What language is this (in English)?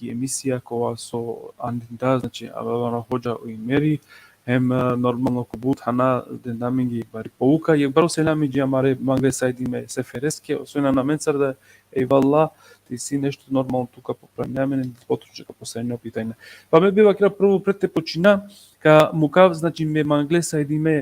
Balkan Romani